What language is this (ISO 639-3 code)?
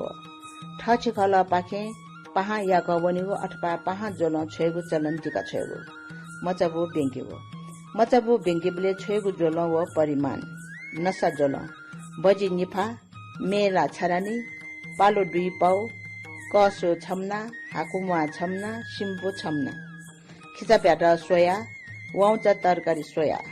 new